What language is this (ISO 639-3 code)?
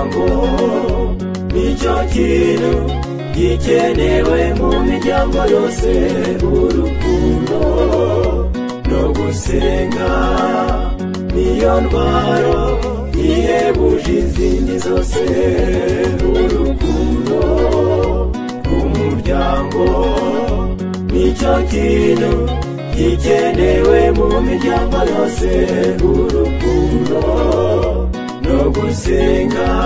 kin